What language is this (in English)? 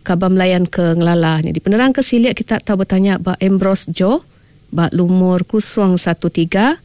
Iban